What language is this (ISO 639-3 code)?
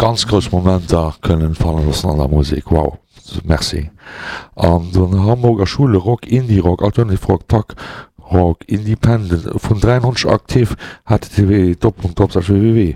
ltz